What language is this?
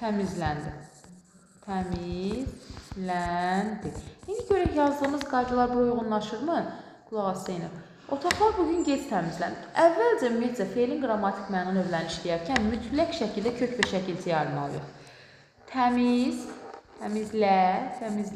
Azerbaijani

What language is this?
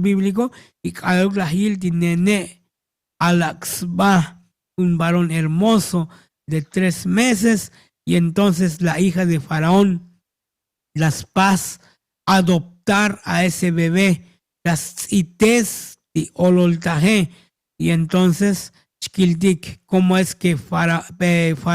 Tzotzil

